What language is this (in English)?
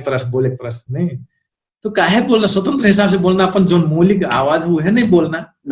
Dangaura Tharu